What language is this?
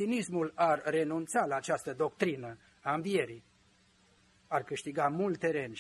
Romanian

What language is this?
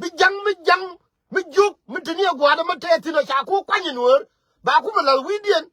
Nuer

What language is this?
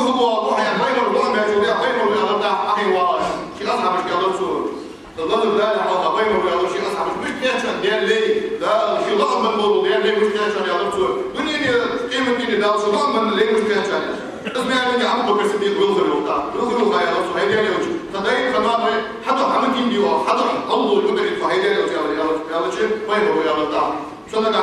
Ingush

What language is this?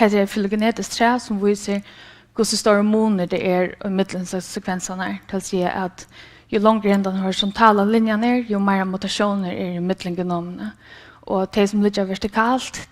Faroese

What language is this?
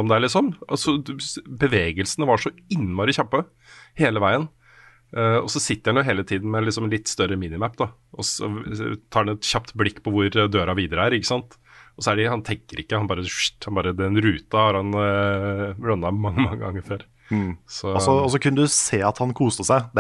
Norwegian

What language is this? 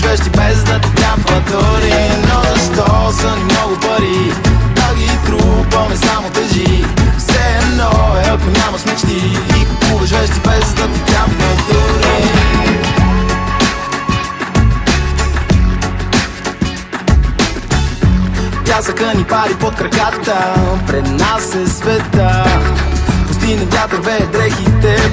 Bulgarian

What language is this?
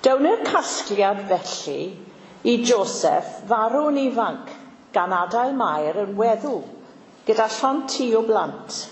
Welsh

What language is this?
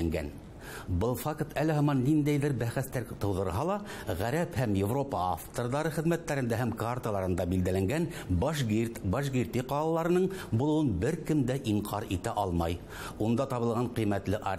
Bashkir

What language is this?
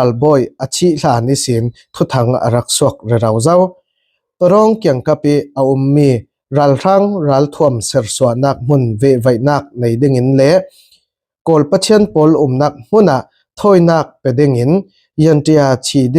Falam Chin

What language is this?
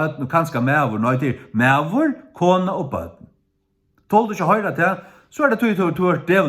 Faroese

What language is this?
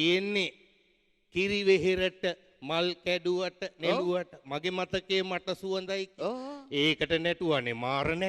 Sinhala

